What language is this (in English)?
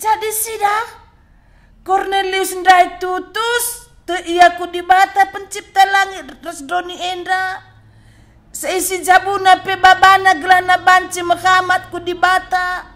Batak Karo